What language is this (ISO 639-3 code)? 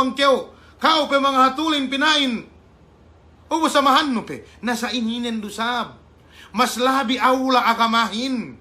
yka